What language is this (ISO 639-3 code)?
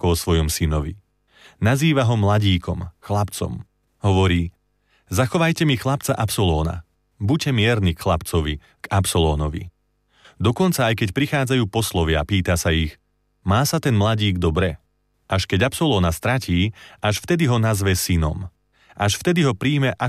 slk